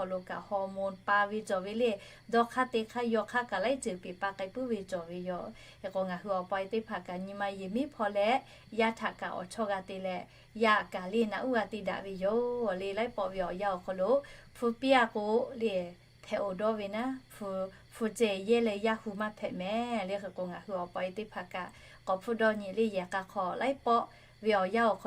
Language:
Lahu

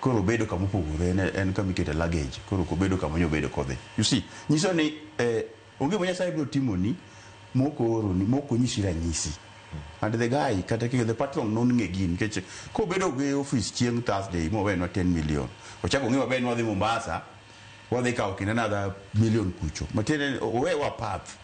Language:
Luo (Kenya and Tanzania)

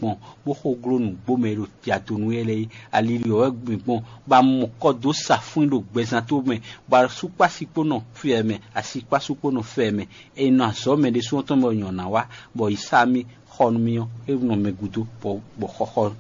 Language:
Fon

